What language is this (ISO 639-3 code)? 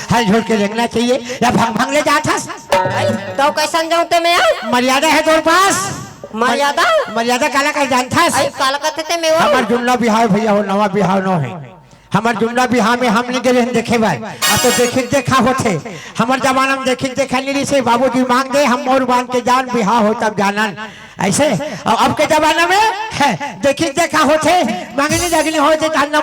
hne